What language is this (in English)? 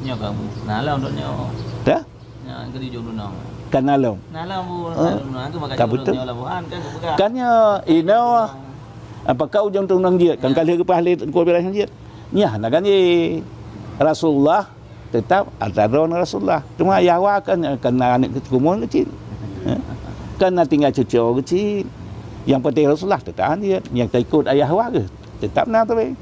Achinese